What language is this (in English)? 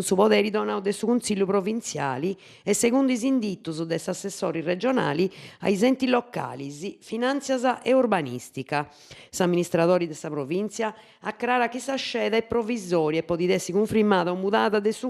Sardinian